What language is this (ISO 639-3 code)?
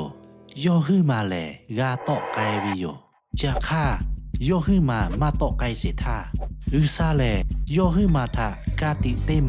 lhu